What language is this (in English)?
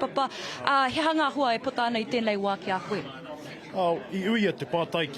Māori